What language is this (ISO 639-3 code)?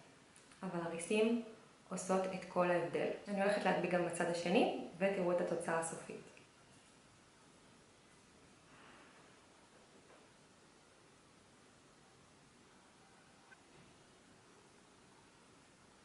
heb